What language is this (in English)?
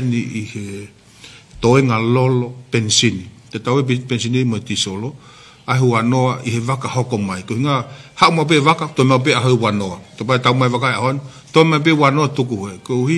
Tongan